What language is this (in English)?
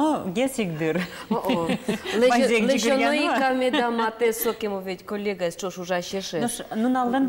Udmurt